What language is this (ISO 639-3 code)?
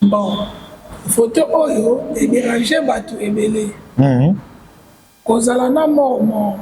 lin